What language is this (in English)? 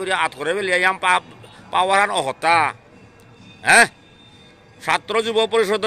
Bishnupriya